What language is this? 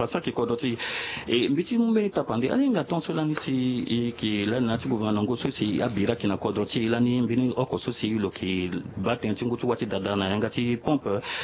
Sango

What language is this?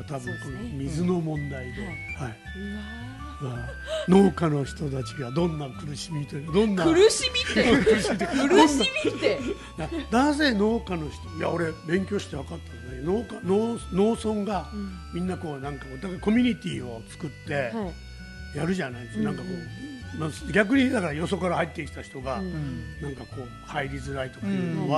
Japanese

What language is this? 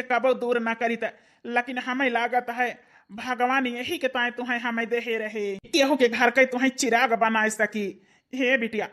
Awadhi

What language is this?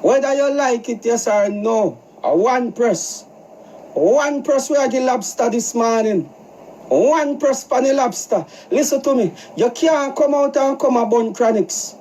Jamaican Creole English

